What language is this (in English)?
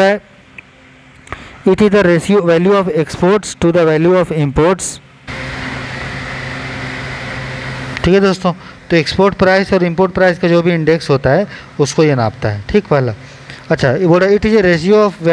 Hindi